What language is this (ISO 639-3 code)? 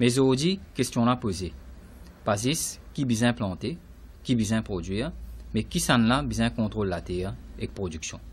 mfe